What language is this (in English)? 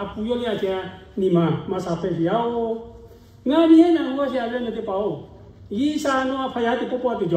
Lahu